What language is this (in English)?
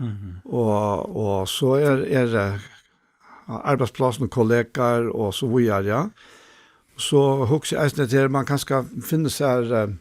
Faroese